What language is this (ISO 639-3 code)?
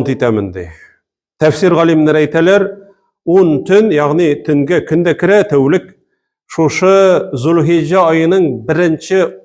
tat